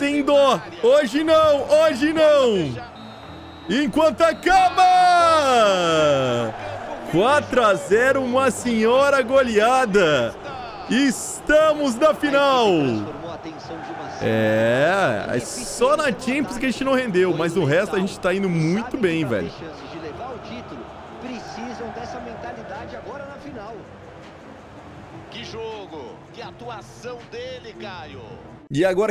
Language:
Portuguese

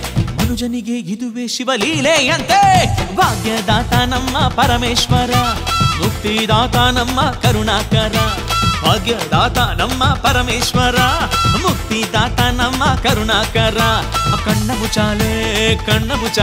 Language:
Kannada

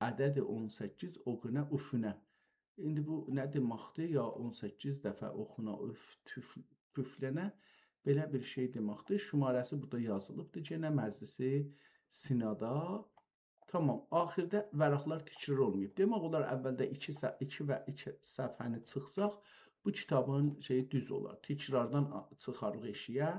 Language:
South Azerbaijani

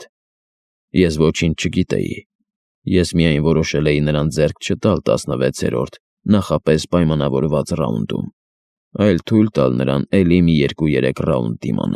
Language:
Armenian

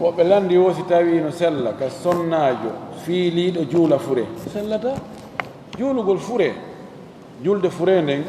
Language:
Fula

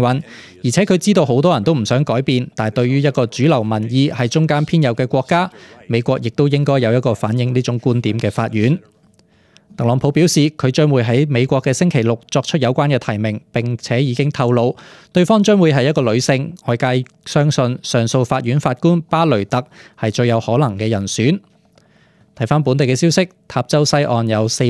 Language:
Cantonese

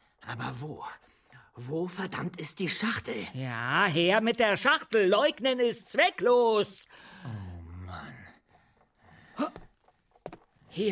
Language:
German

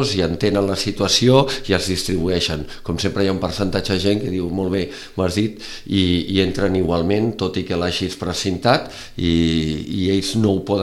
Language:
Catalan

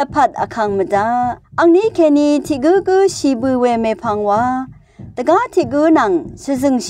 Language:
Rawang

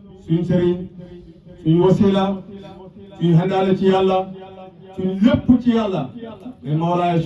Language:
Wolof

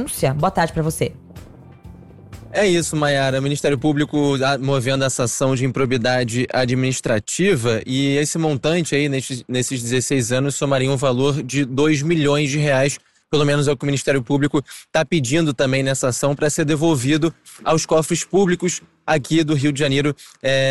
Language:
Portuguese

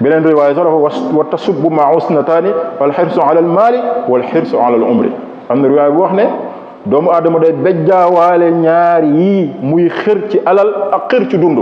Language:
Wolof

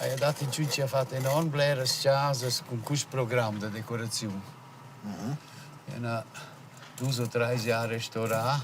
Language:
Romansh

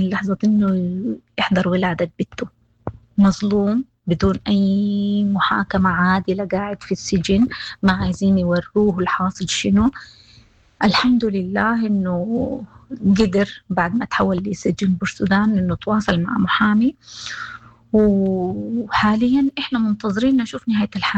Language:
Sudanese Arabic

